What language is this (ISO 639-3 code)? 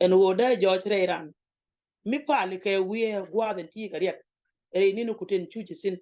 nus